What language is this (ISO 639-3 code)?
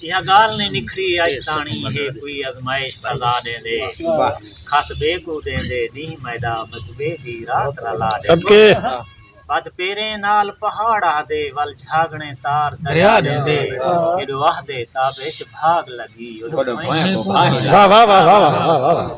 skr